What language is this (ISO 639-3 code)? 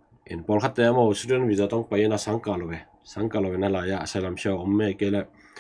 ctd